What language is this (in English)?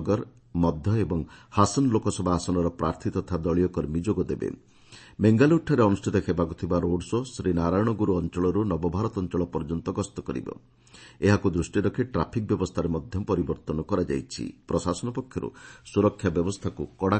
Odia